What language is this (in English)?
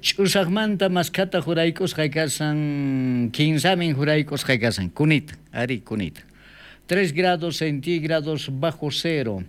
South Bolivian Quechua